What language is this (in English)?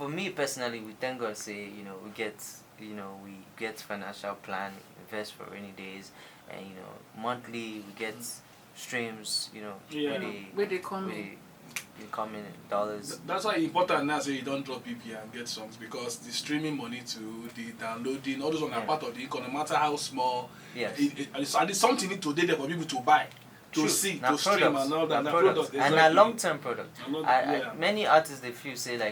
Nigerian Pidgin